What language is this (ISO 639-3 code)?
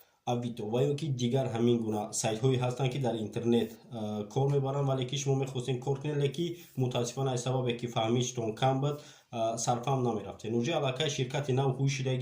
tgk